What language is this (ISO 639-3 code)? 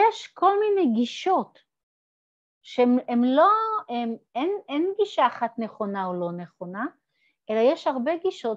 heb